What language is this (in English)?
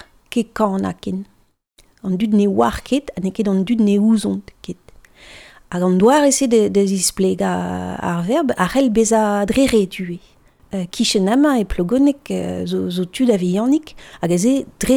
Breton